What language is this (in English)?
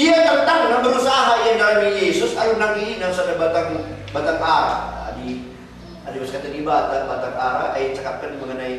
Batak Karo